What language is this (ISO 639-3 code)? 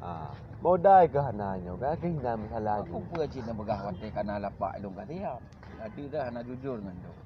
ace